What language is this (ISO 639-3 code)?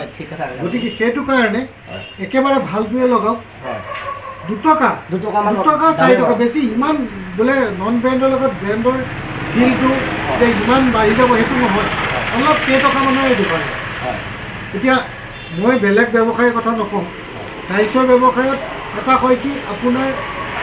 asm